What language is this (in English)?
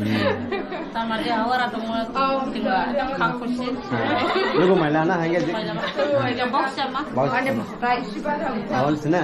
Dimasa